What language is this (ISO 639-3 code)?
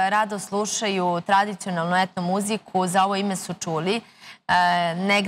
srp